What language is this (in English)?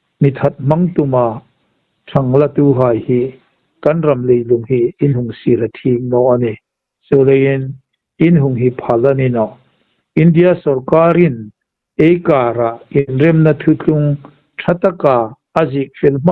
Hmar